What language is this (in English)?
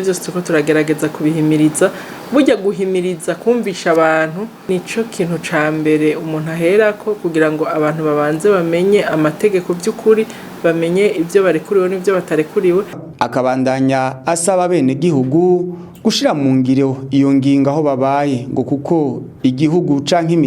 Rundi